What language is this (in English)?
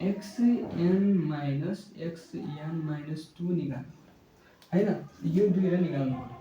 Nepali